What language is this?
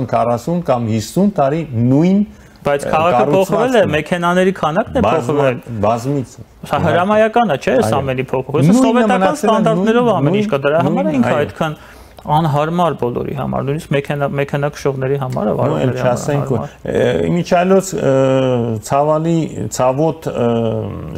Armenian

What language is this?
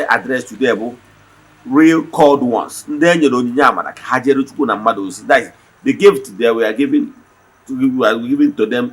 Igbo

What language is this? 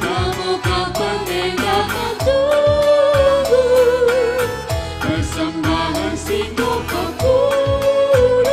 Batak Karo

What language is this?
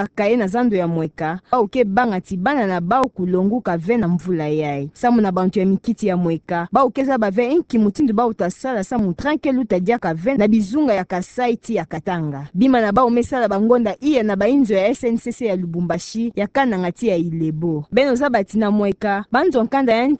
Kituba (Democratic Republic of Congo)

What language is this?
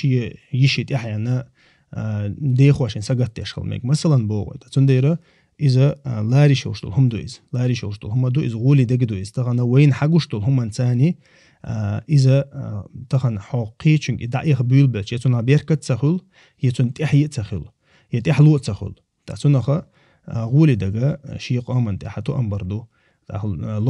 Chechen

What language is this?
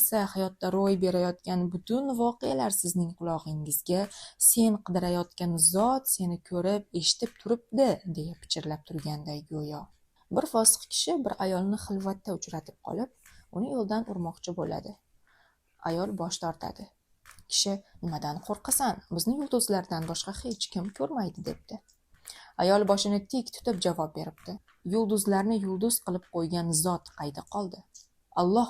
Uzbek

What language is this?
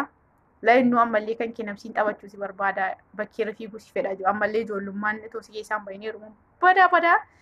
Oromo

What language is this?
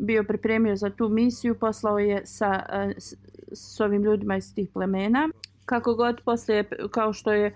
Bosnian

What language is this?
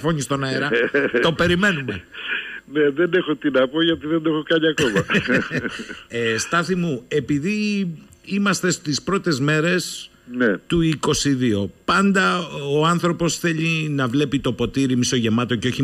Greek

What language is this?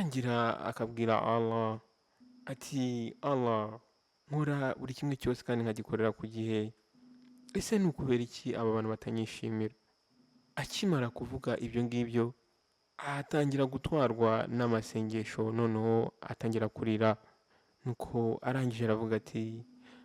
Kinyarwanda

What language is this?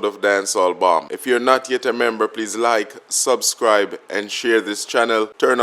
Jamaican Creole English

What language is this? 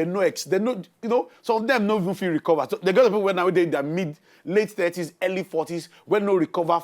Nigerian Pidgin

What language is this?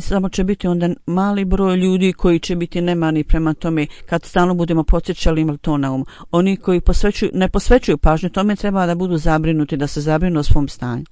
Bosnian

